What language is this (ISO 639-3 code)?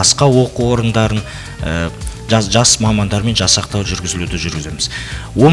kaz